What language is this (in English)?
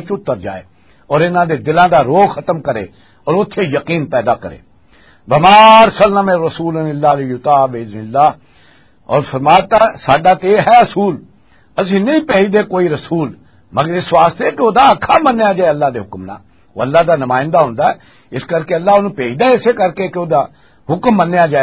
Western Panjabi